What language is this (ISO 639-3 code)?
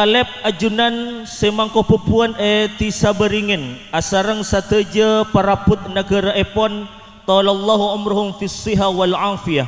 mad